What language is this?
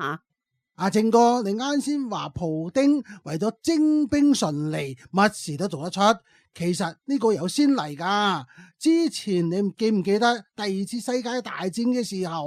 Cantonese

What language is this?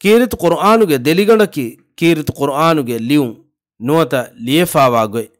Divehi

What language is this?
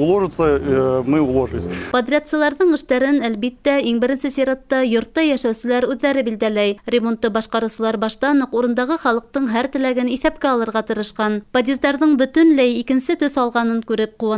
Bashkir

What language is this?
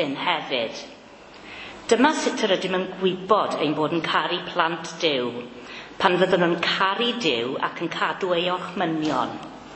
Welsh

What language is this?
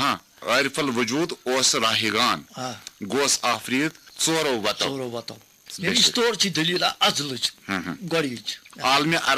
Kashmiri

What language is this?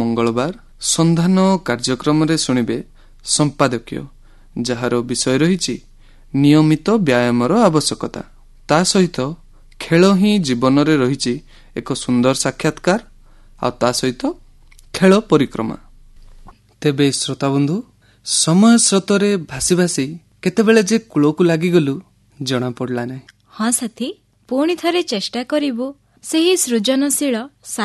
Odia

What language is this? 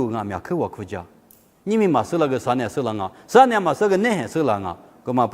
Lisu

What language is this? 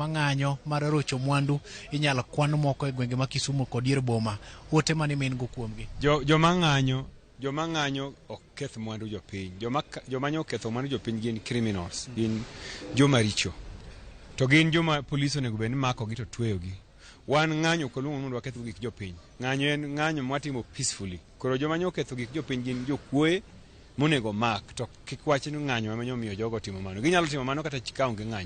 Luo (Kenya and Tanzania)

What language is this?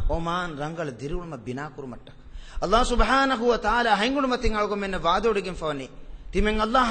Divehi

